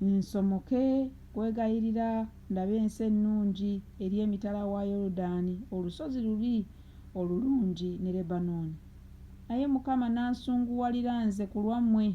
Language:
Ganda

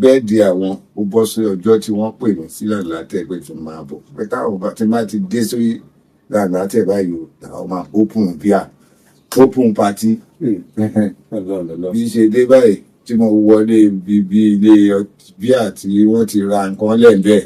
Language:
Yoruba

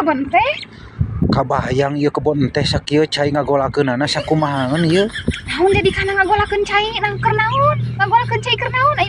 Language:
Sundanese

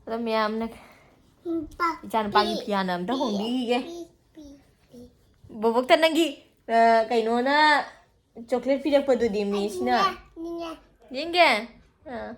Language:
Manipuri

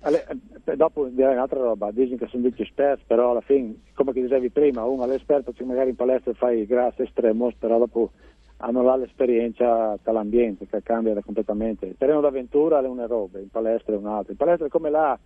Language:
Friulian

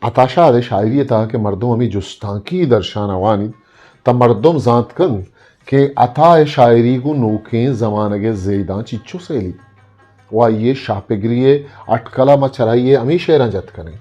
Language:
Eastern Balochi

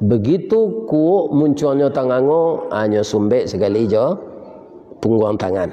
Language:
Minangkabau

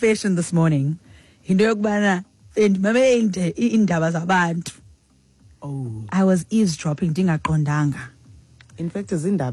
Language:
Xhosa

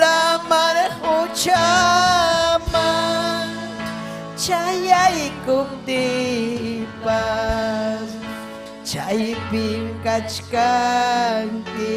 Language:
Ayacucho Quechua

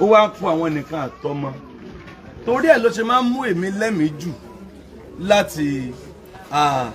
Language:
Yoruba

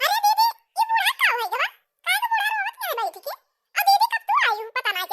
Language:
Awadhi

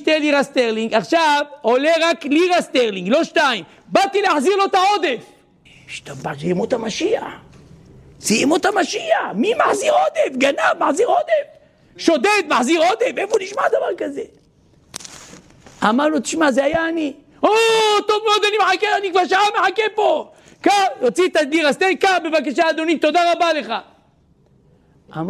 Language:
Hebrew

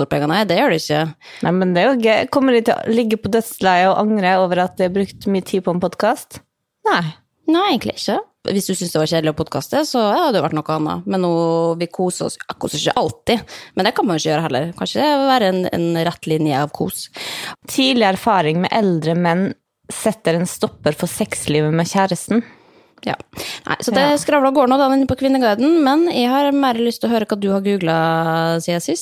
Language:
Norwegian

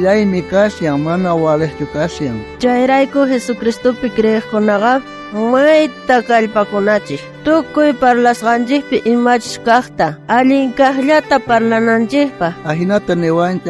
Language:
South Bolivian Quechua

